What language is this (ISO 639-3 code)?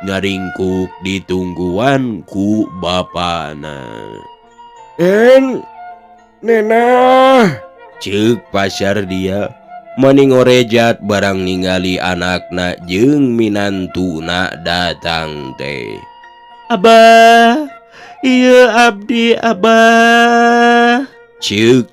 sun